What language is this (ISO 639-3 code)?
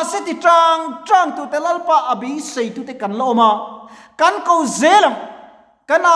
lus